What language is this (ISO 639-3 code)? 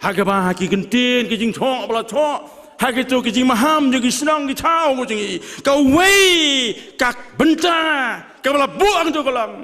kha